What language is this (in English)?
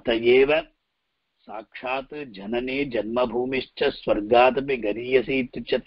Sanskrit